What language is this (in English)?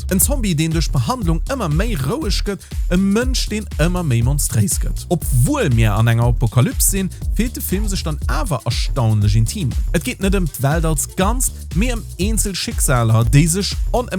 Luxembourgish